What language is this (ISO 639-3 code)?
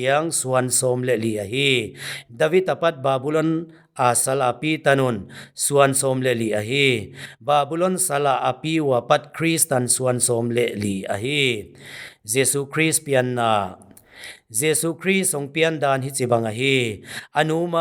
pck